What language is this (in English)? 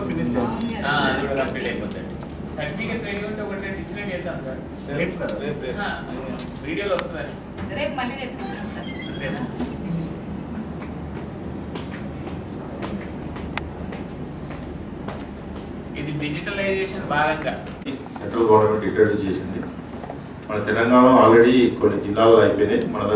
Telugu